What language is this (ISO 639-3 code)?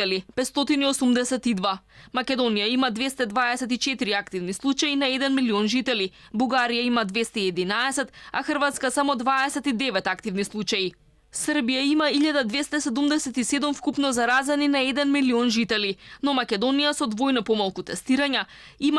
mkd